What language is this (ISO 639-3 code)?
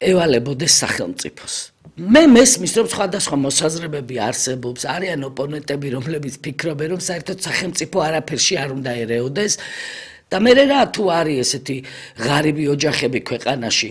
kat